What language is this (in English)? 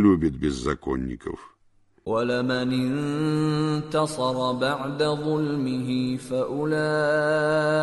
Russian